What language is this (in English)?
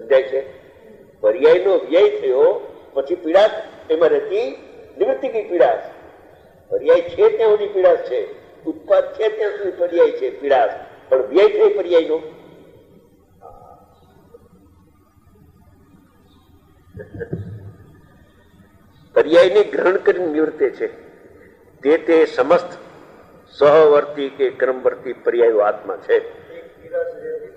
Gujarati